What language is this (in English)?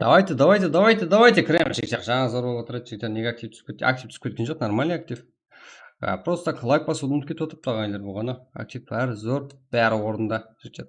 Kara-Kalpak